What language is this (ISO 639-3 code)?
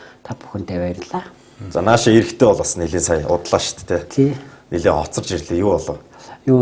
mon